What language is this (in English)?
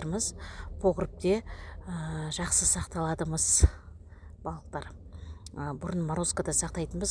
Kazakh